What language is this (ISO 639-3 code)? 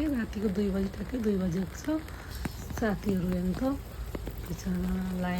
nep